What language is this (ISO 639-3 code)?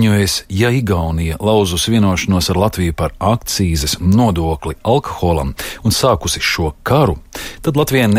lav